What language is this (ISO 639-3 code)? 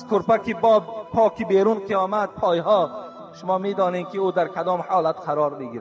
tgk